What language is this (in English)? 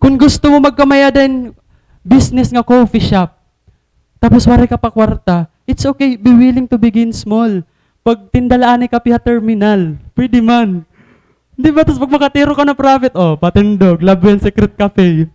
Waray